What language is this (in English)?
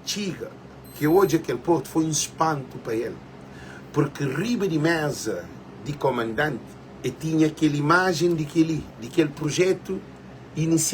Kabuverdianu